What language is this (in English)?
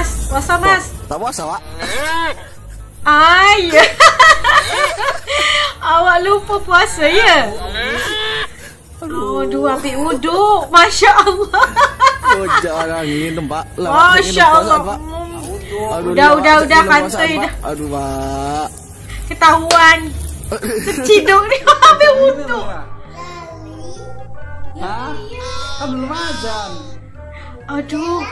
Malay